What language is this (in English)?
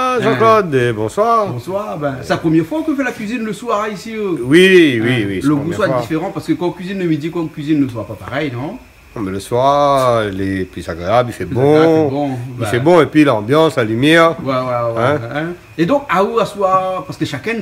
Réunion Creole French